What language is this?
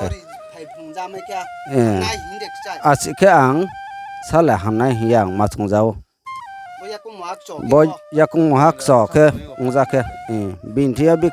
Riang (India)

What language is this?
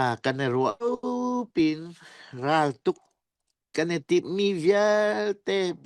Falam Chin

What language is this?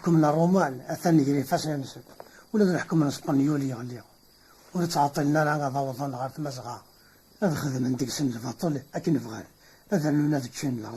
Kabyle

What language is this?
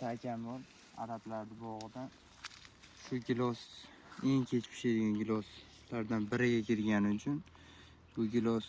Uzbek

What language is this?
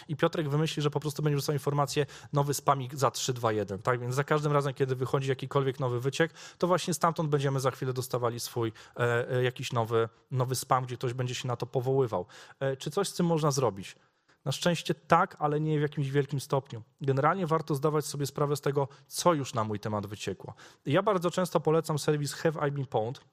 Polish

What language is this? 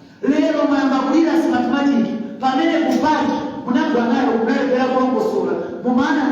Nyanja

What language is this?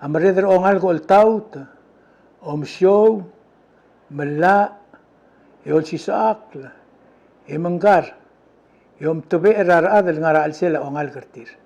Palauan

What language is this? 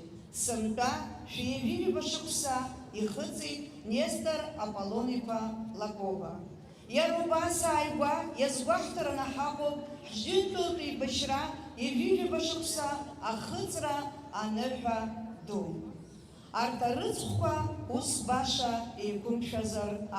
Abkhazian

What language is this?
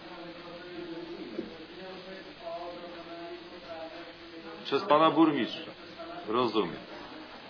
Polish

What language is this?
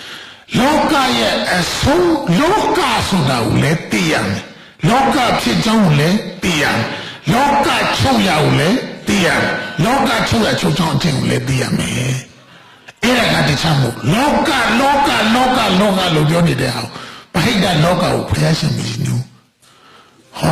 Burmese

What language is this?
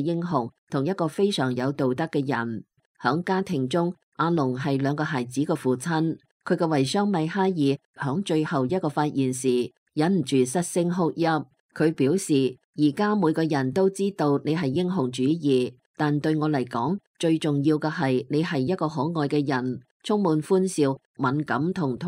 Cantonese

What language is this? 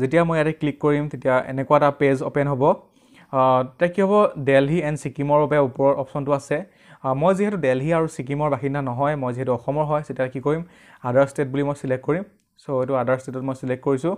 Assamese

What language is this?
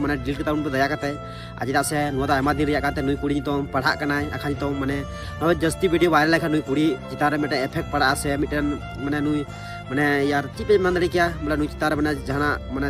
Santali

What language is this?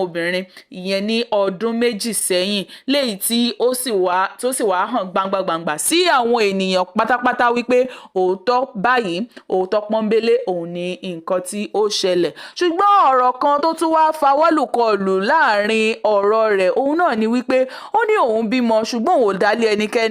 Yoruba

